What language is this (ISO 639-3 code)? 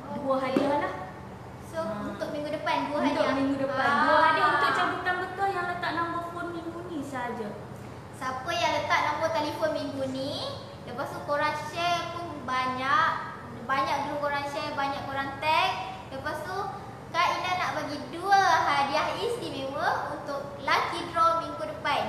msa